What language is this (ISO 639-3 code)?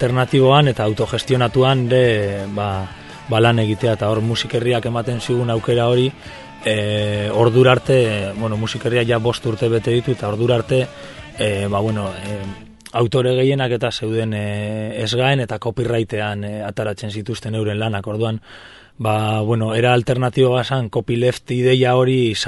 eus